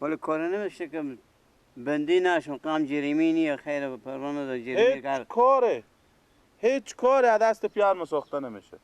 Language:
Persian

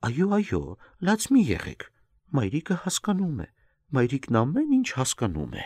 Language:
Armenian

